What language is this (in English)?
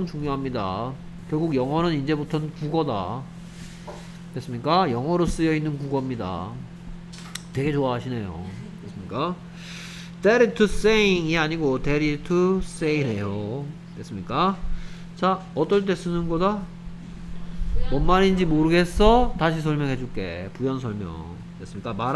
Korean